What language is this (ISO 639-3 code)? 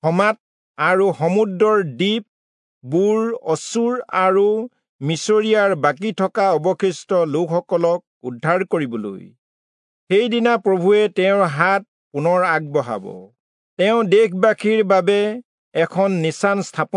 asm